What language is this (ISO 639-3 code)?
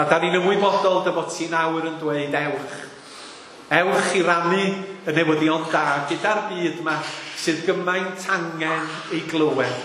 cym